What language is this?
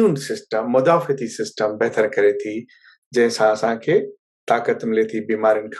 Sindhi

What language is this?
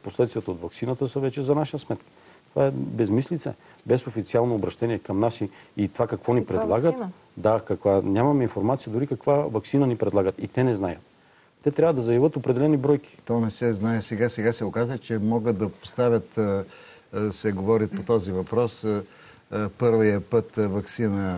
Bulgarian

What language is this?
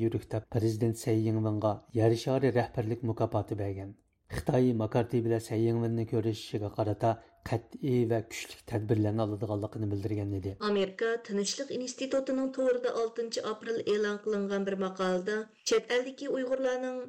Uyghur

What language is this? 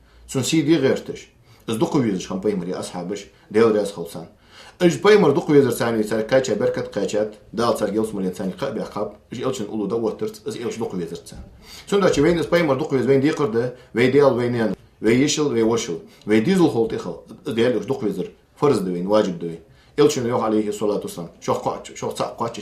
Ingush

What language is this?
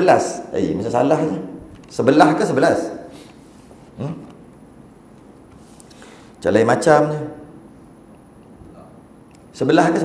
Malay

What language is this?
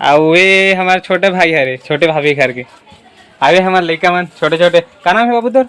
Chhattisgarhi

